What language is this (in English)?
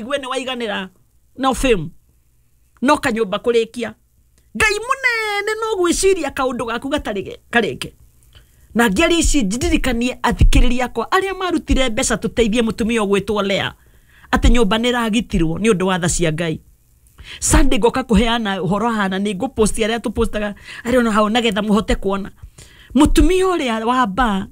Kikuyu